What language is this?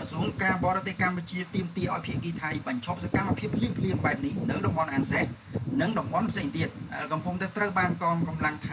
Khmer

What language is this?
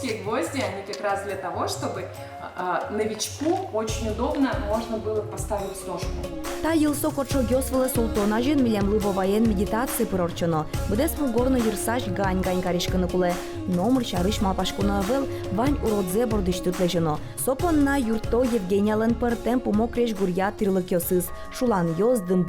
Udmurt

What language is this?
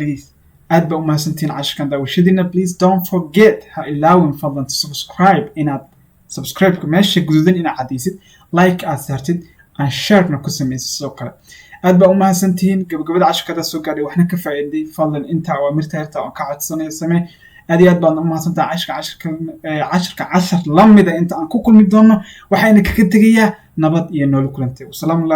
Somali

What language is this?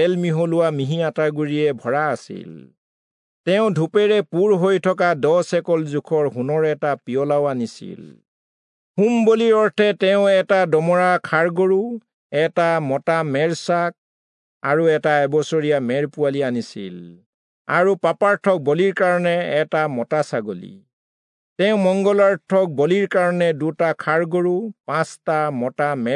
Assamese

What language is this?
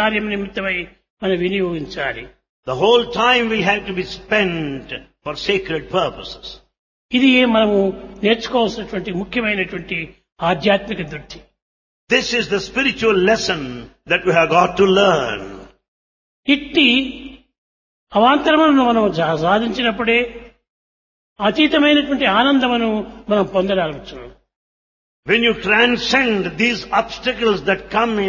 Telugu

